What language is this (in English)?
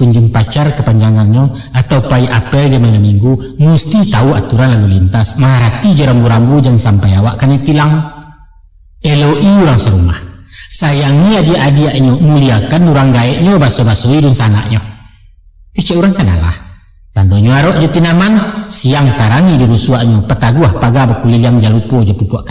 Minangkabau